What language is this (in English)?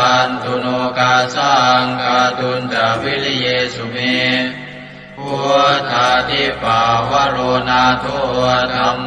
Pali